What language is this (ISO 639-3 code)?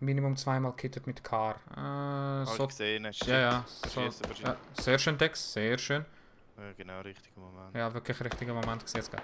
gsw